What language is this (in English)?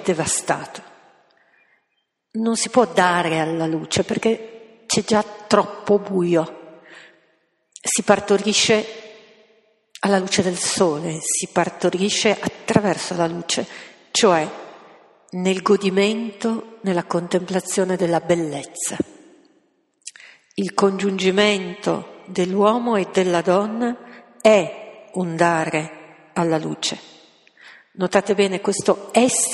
Italian